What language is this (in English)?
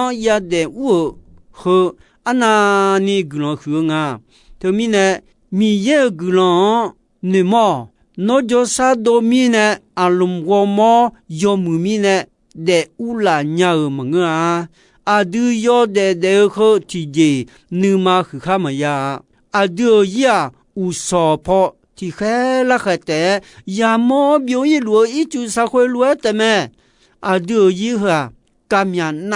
Akha